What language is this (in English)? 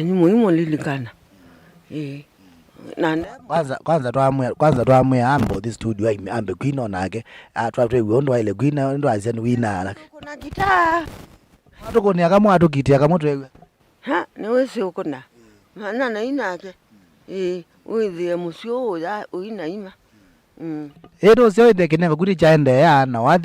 Kamba